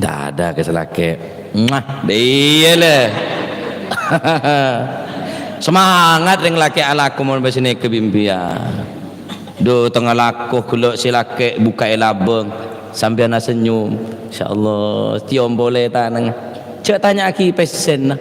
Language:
Madurese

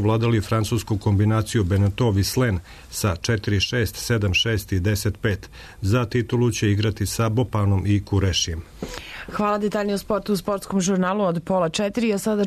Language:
Serbian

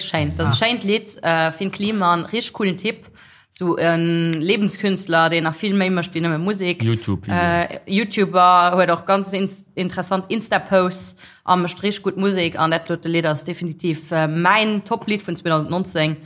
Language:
Luxembourgish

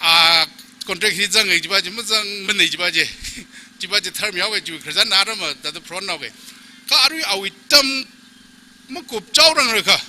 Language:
Tangkhul Naga (India)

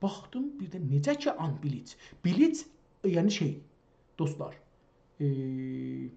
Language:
South Azerbaijani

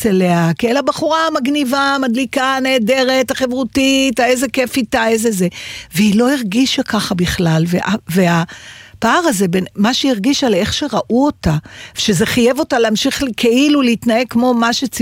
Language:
Hebrew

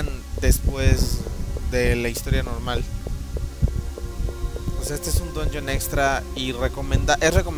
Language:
Spanish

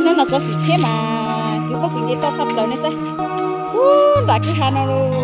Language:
Hmong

